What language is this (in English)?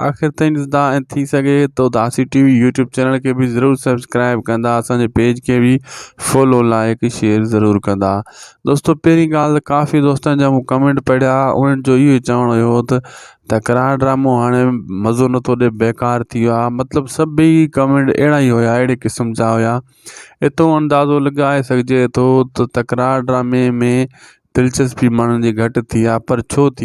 Sindhi